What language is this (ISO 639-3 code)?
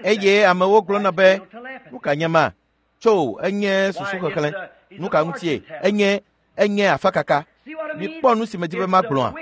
ewe